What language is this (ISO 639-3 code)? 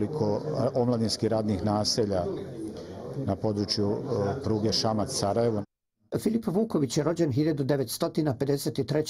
bos